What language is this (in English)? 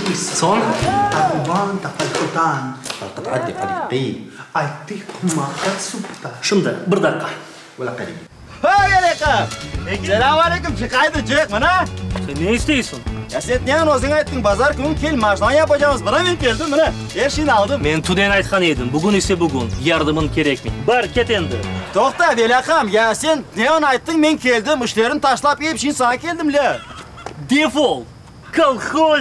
Crimean Tatar